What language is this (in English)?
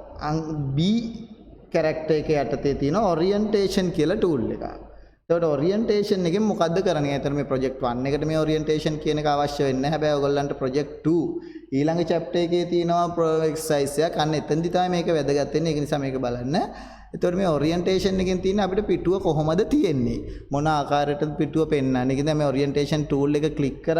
Sinhala